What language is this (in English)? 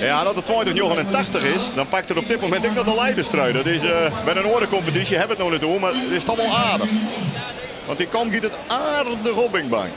Western Frisian